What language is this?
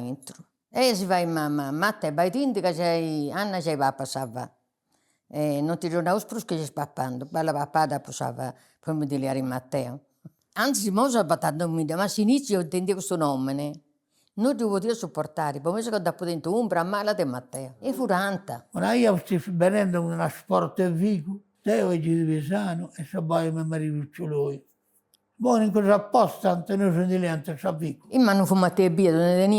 Sardinian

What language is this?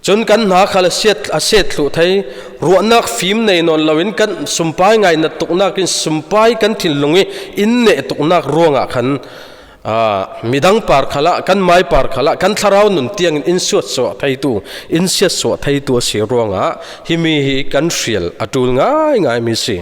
Falam Chin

